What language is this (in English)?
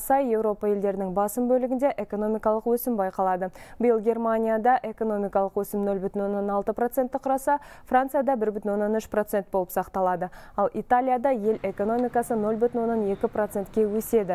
Kazakh